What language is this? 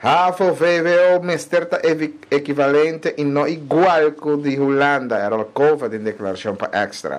Papiamento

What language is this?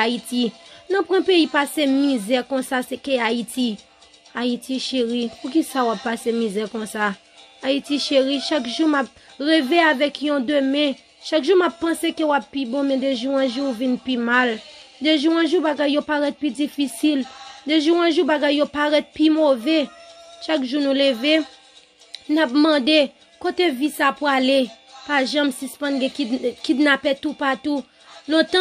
Haitian Creole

